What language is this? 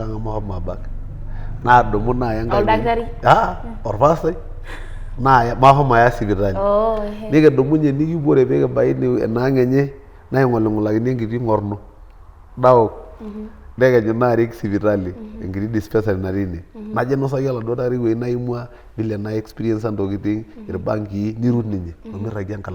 Masai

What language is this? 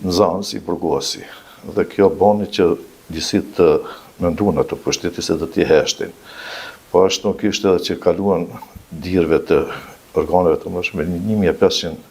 Albanian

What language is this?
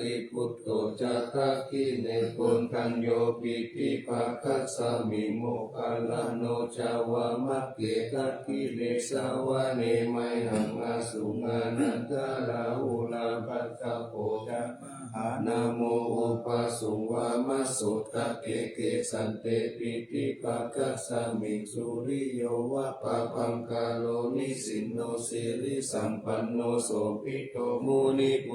Pali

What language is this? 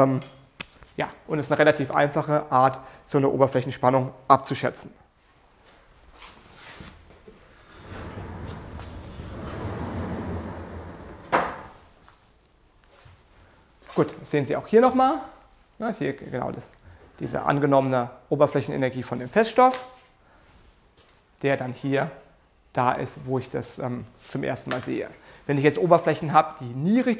German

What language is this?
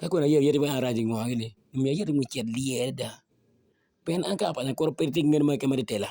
Acoli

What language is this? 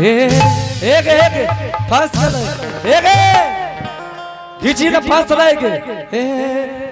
Angika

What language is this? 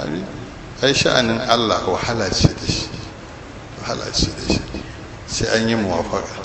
Hausa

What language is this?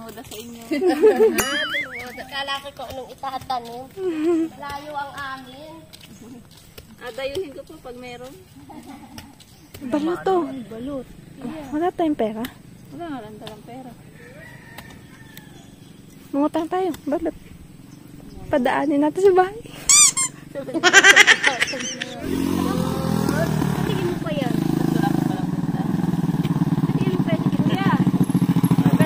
Filipino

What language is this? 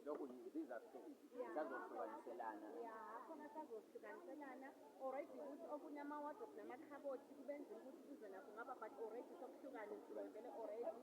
Zulu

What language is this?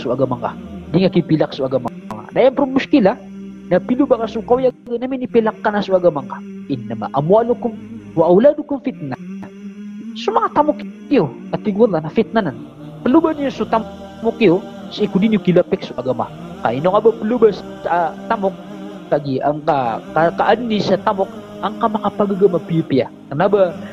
Maranao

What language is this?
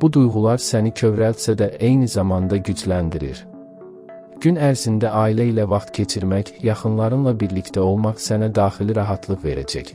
Azerbaijani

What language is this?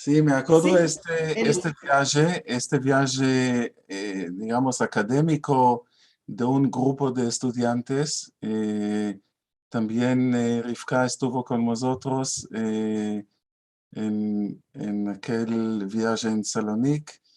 Ladino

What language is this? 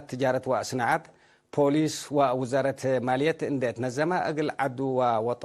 Tigre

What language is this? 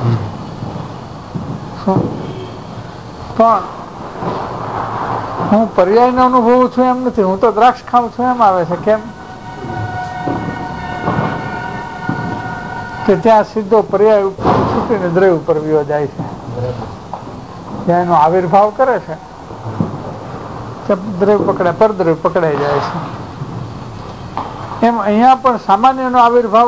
Gujarati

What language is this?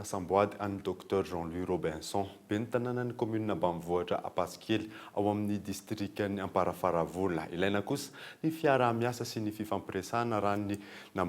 Malagasy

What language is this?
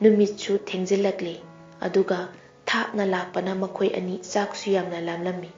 Manipuri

